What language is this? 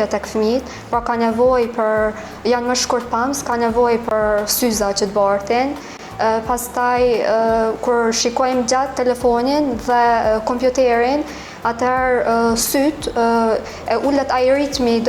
Albanian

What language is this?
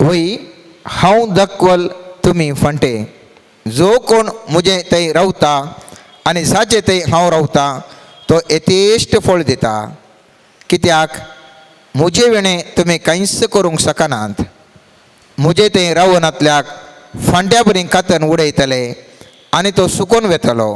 Konkani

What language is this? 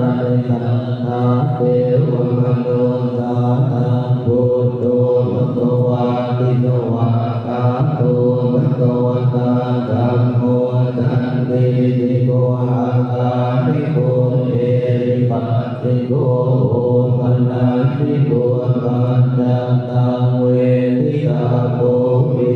Pali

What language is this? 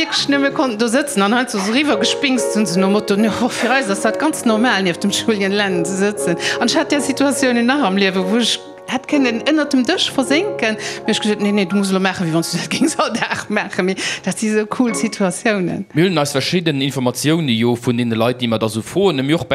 Luxembourgish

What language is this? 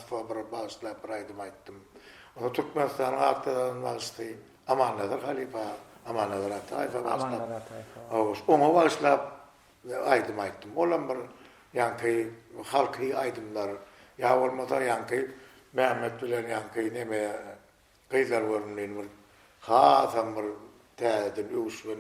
Turkmen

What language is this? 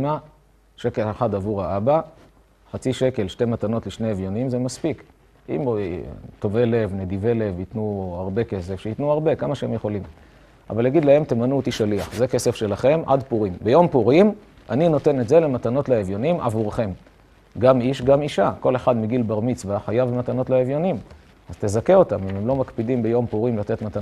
Hebrew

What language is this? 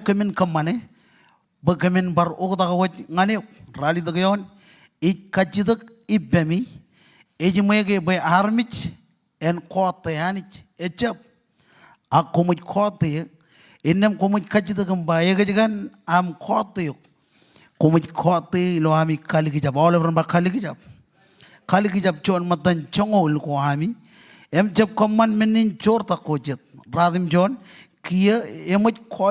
Marshallese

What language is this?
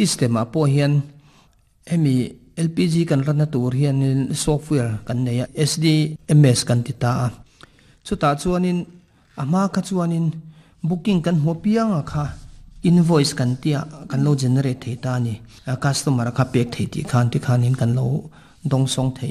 Mizo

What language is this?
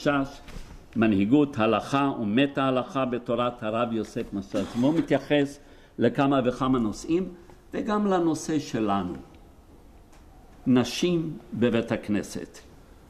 Hebrew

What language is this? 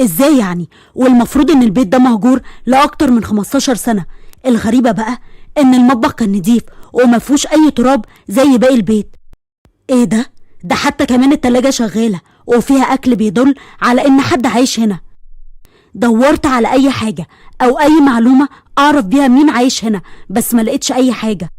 Egyptian Arabic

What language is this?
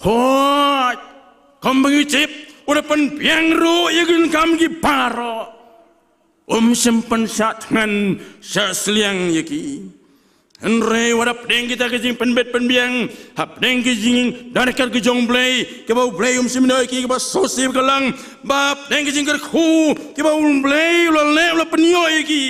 Khasi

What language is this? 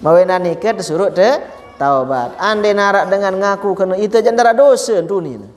Sasak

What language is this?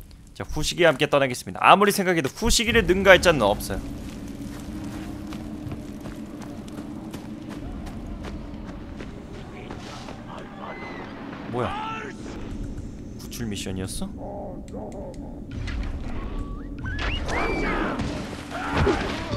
Korean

